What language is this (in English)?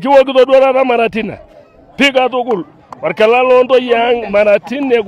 Masai